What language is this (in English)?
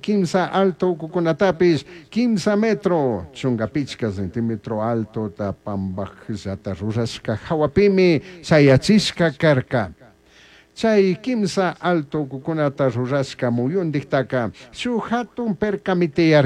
Chimborazo Highland Quichua